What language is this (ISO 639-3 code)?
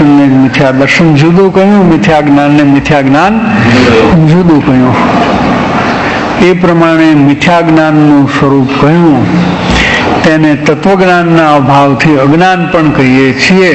guj